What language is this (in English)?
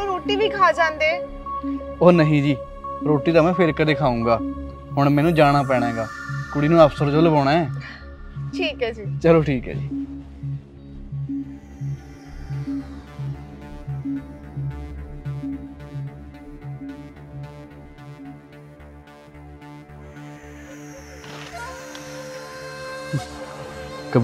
Punjabi